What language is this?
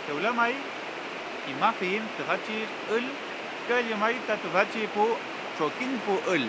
Mapuche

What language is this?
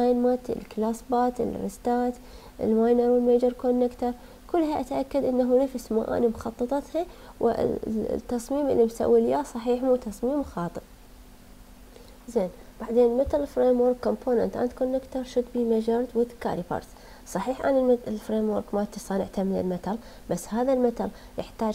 Mesopotamian Arabic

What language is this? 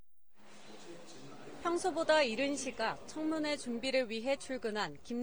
Korean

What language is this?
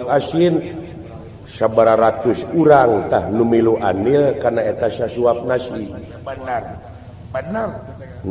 Sundanese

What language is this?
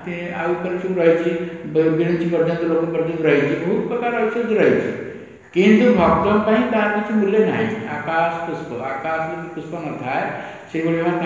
Odia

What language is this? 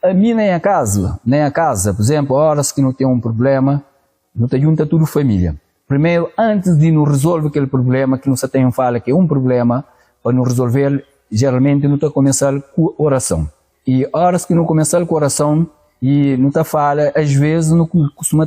Kabuverdianu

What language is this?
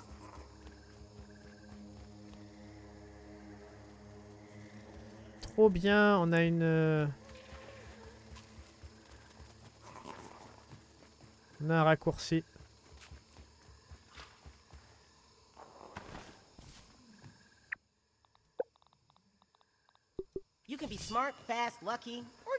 French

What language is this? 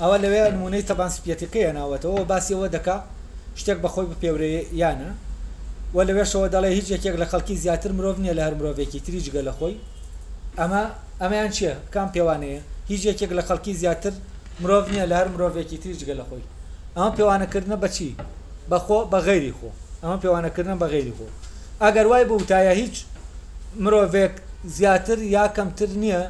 Central Kurdish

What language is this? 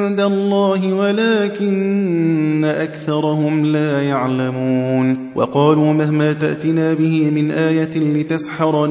Arabic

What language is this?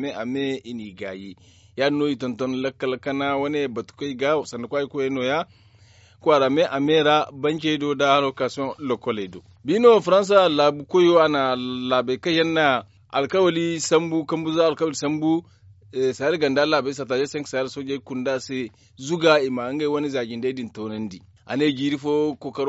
Zarma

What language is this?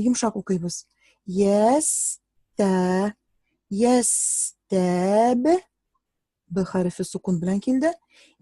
Tatar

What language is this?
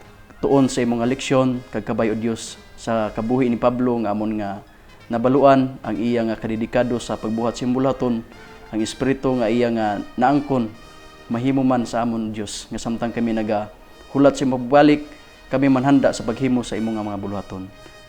Hiligaynon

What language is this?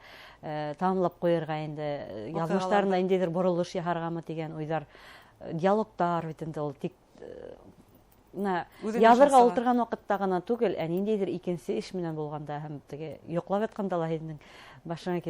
Bashkir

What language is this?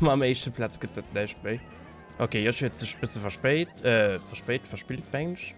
Luxembourgish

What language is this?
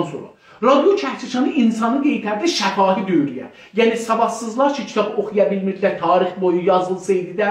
South Azerbaijani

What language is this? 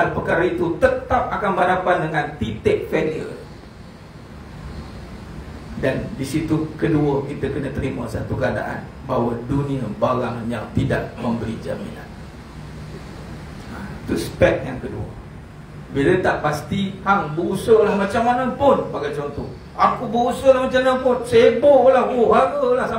Malay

